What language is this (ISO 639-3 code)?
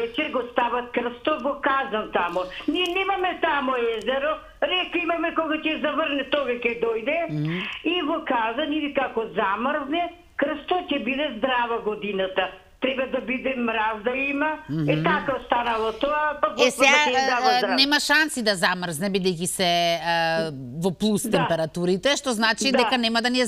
mkd